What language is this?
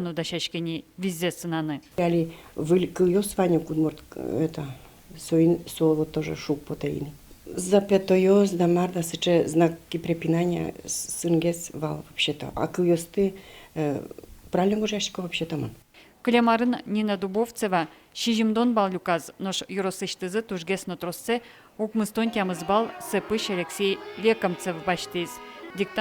Udmurt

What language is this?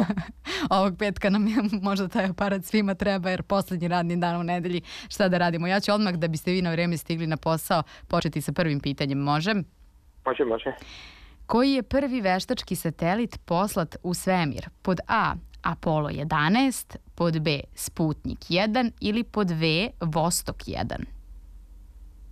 Serbian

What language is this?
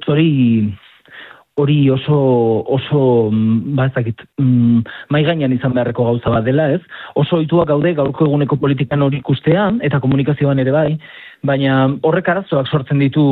Basque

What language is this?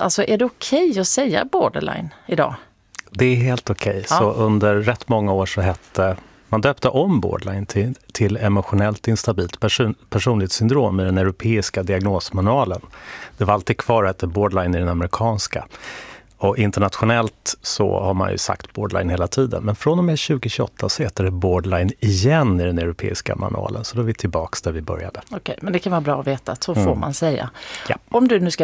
Swedish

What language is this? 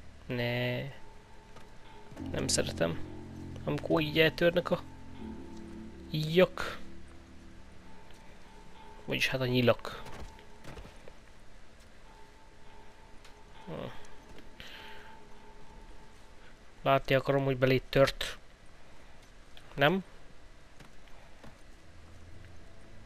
Hungarian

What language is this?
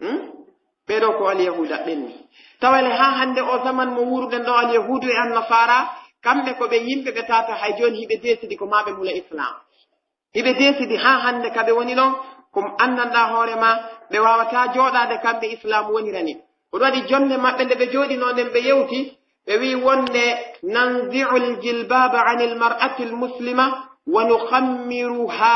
Pular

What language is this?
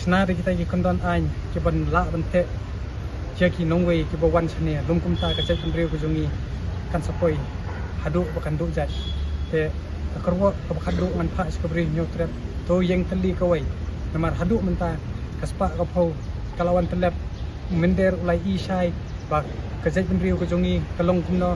Khasi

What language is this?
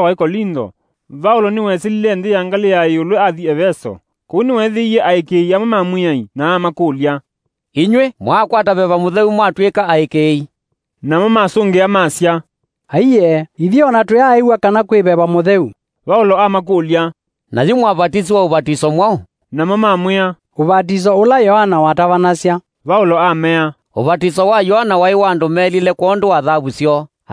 Kamba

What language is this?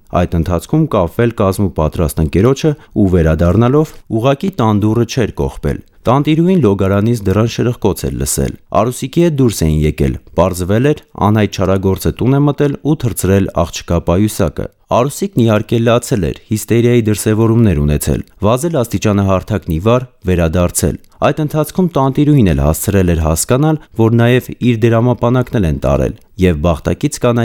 Armenian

